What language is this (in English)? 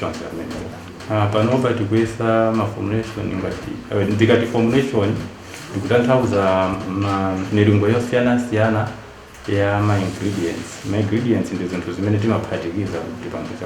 Nyanja